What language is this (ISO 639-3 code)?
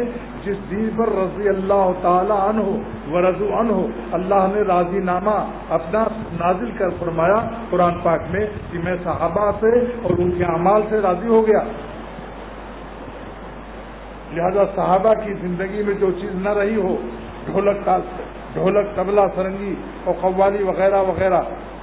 urd